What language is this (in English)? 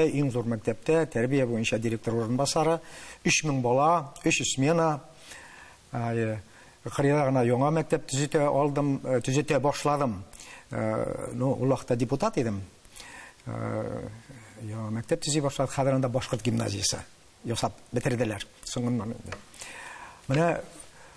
Tatar